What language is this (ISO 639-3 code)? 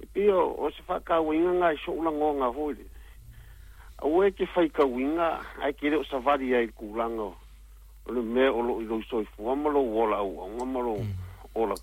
smo